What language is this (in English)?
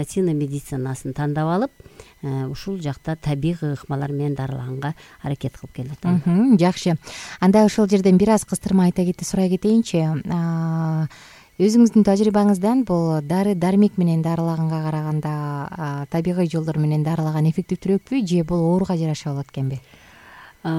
Kyrgyz